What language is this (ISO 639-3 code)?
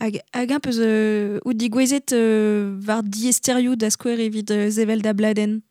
bre